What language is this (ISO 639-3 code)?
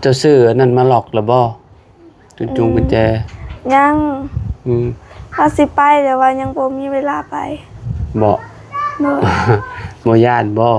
lao